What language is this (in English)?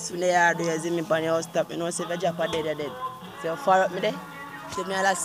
Jamaican Creole English